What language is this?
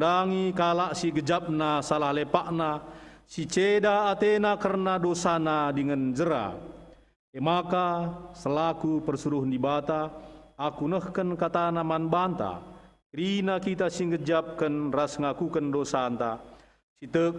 Batak Karo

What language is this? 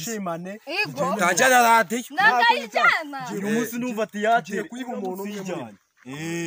Kinyarwanda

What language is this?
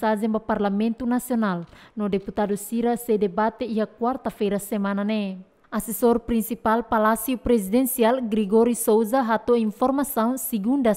Tetum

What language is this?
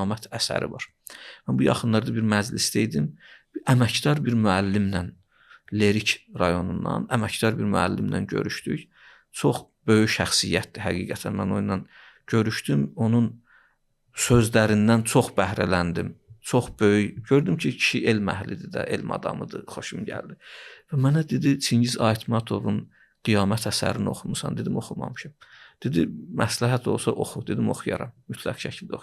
Azerbaijani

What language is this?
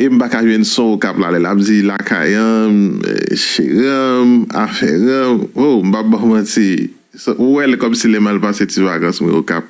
Haitian Creole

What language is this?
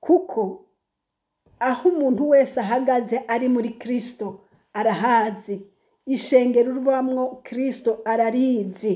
Rundi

